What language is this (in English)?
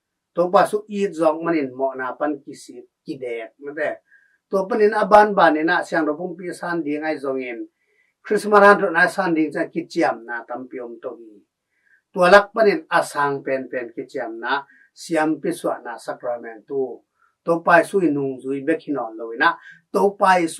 Tedim Chin